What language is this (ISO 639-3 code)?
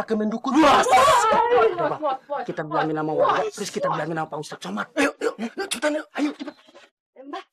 bew